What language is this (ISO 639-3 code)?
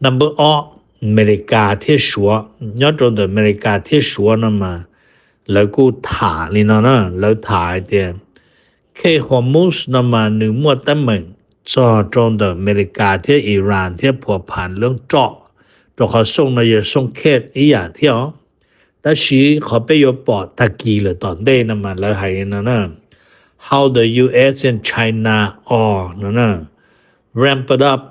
hmn